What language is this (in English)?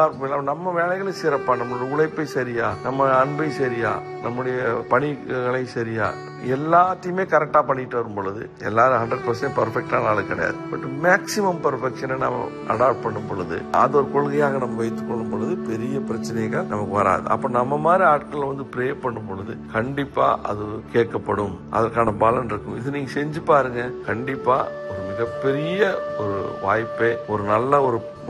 Tamil